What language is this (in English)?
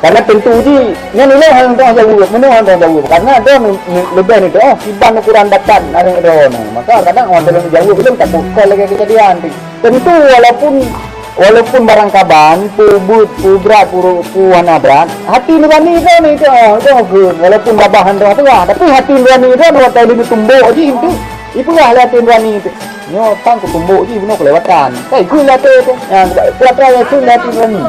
Achinese